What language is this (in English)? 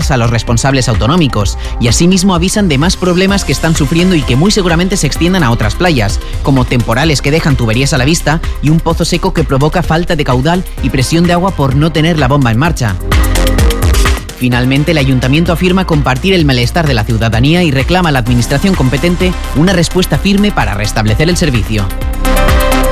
Spanish